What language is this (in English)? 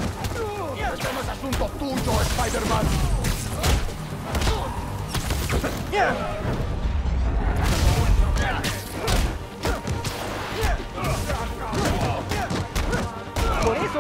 Spanish